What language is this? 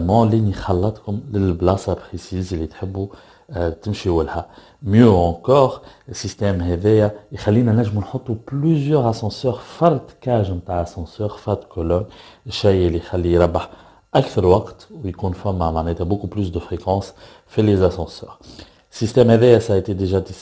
Tunisian Arabic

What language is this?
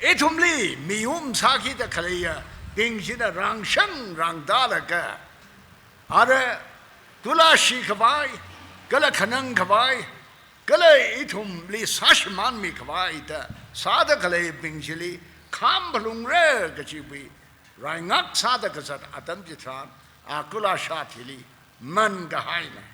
Tangkhul Naga (India)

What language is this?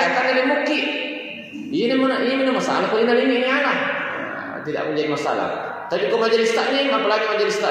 Buginese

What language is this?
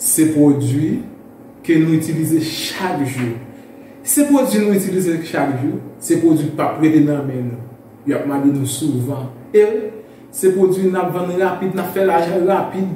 Haitian Creole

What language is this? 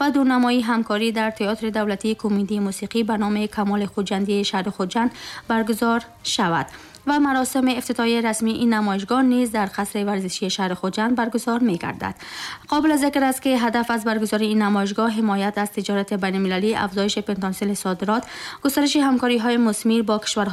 Tajik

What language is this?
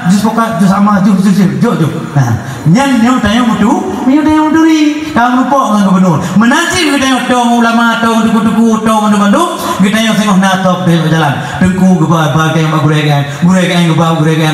Achinese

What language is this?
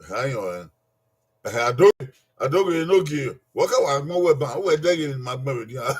Bini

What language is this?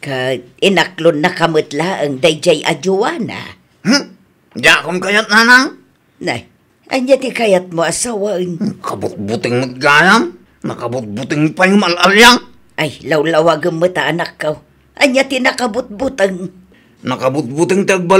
Iloko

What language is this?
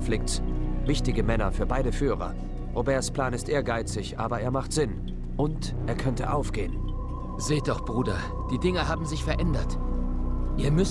Bavarian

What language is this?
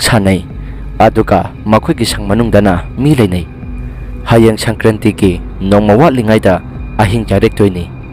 Manipuri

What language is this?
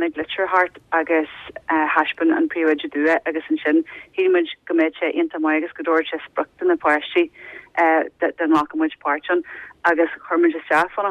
Irish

